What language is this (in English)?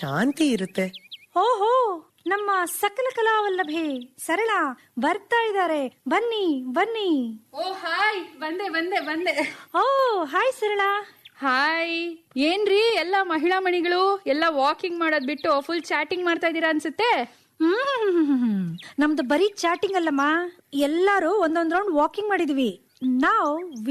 Kannada